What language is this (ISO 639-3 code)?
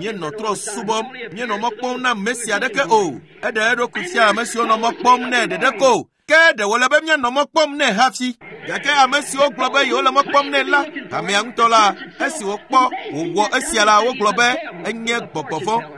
ewe